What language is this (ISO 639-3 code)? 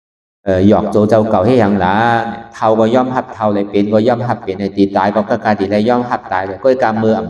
shn